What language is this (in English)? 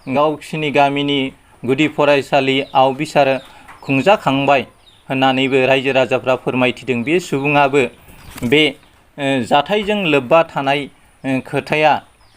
Bodo